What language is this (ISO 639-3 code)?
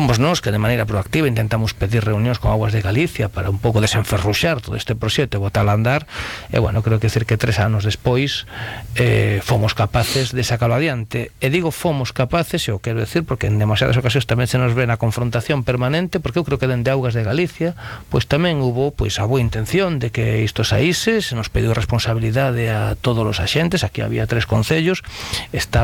glg